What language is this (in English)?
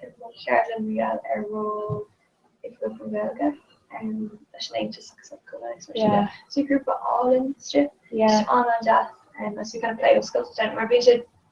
Irish